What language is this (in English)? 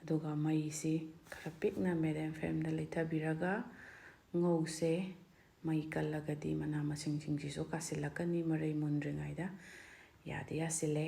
Manipuri